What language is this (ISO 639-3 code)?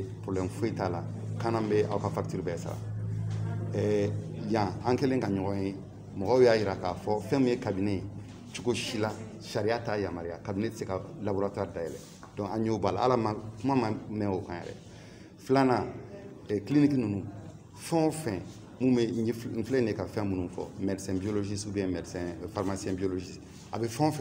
bam